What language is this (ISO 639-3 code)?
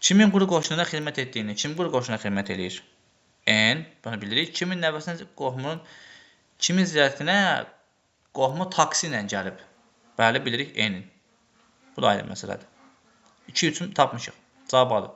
aze